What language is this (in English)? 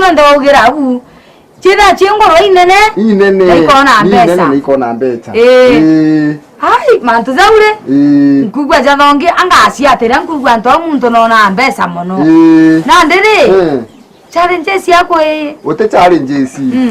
Meru